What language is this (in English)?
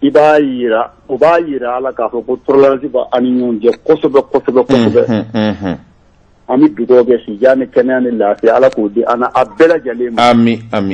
Bambara